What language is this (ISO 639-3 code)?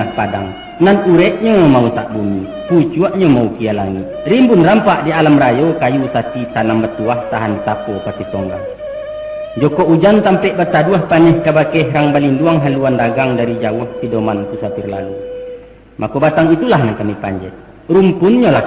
min